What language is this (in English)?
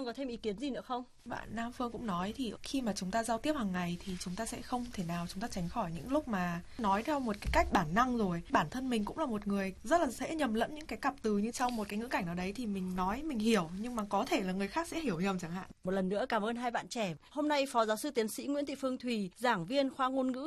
Vietnamese